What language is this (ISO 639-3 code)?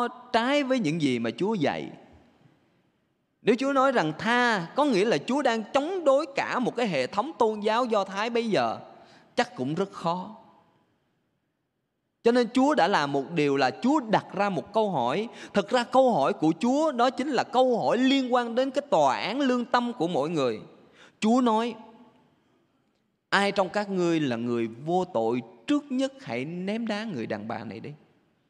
vie